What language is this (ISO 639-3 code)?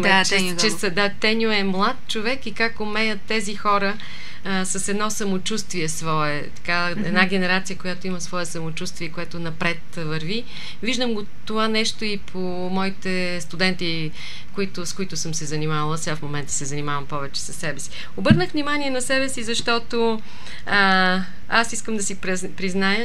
bul